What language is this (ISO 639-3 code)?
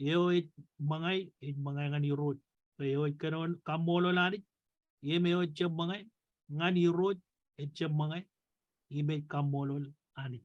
mah